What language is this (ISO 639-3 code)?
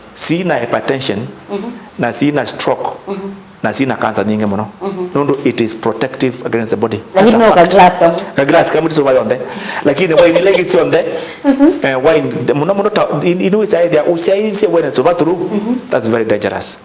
kam